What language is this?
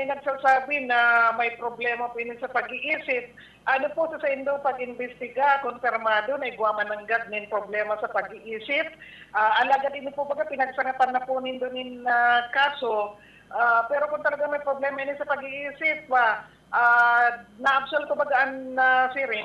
Bikol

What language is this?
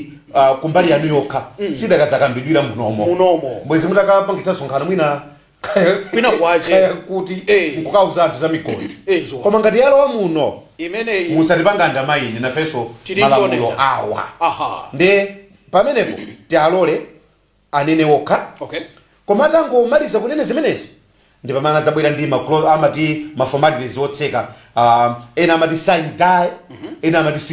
Nyanja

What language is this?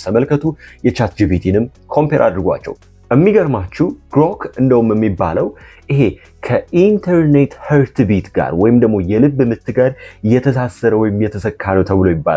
Amharic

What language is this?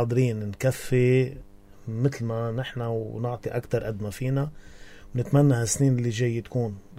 North Levantine Arabic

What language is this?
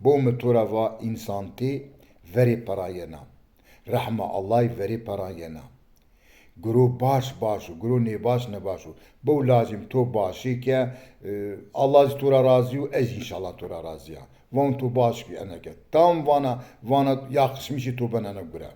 Zaza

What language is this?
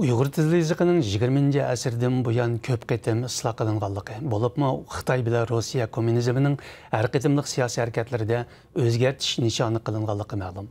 Uyghur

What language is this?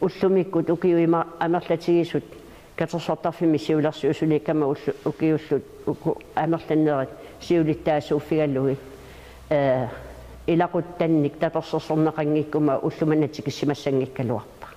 Kalaallisut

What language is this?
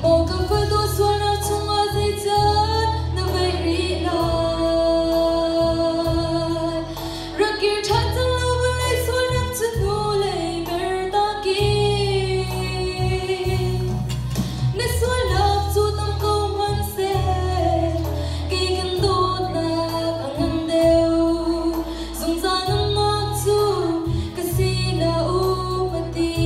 Hakha Chin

